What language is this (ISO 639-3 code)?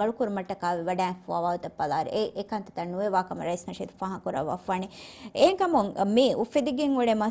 div